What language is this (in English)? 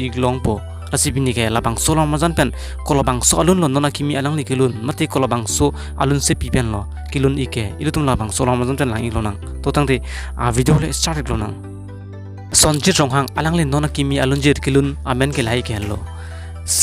Karbi